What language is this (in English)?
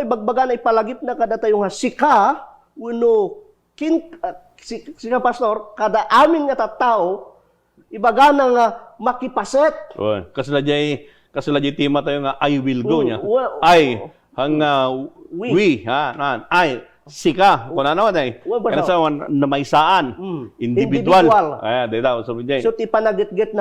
Iloko